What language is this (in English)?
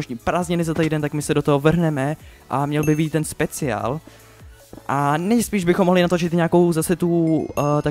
Czech